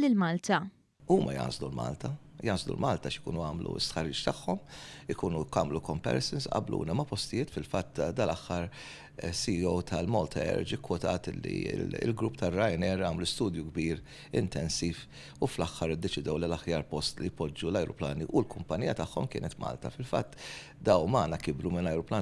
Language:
Maltese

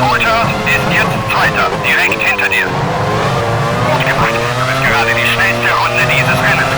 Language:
Bavarian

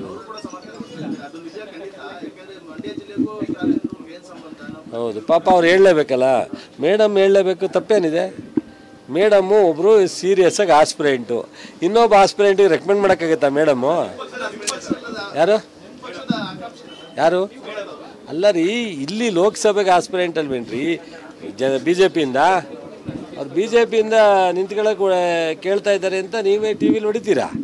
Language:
Kannada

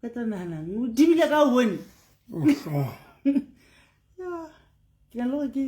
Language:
Southern Sotho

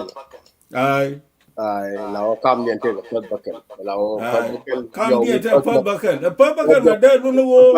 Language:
Nuer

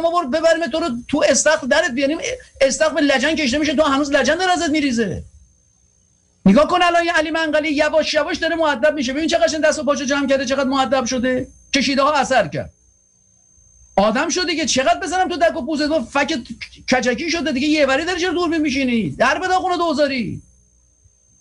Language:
Persian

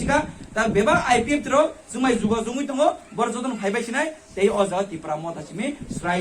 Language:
Kok Borok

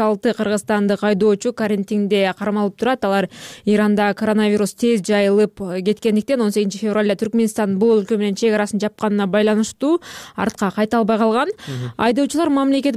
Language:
Kyrgyz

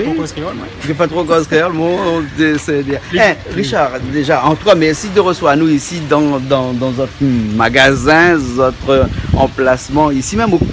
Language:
Réunion Creole French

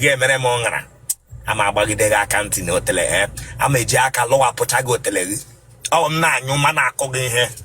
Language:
Igbo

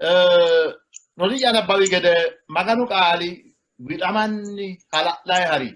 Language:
Sidamo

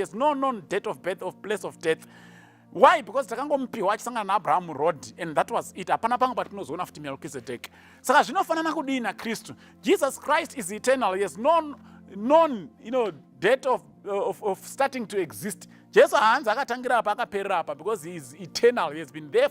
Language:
Shona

